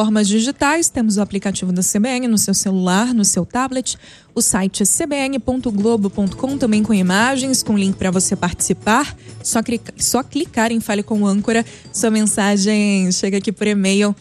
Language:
Portuguese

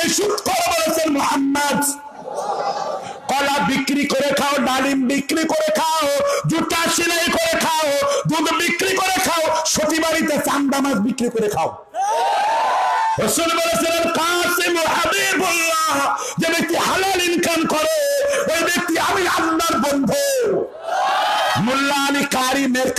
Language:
Bangla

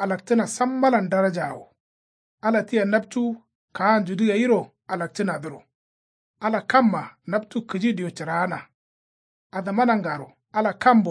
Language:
Kanuri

